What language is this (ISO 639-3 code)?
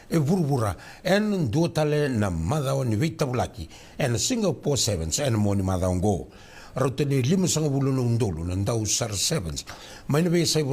fij